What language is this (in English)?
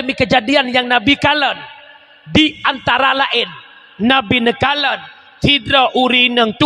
Achinese